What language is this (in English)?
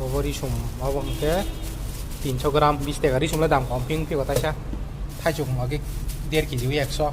Kok Borok